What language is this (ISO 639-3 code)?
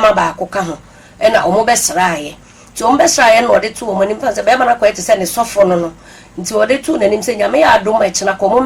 aka